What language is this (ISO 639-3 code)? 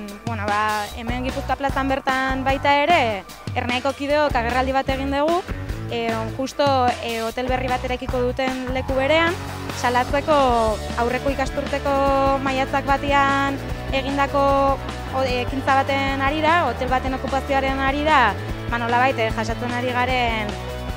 eus